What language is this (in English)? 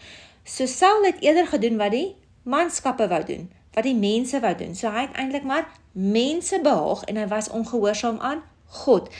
Afrikaans